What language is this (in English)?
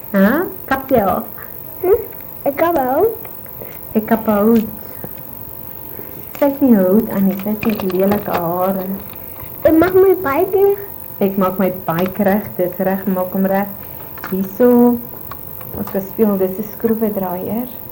Afrikaans